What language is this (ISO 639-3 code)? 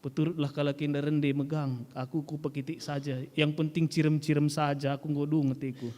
btx